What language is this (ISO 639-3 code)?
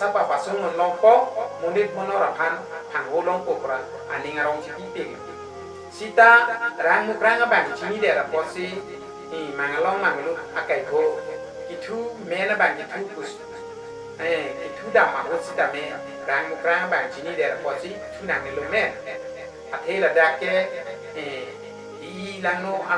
mjw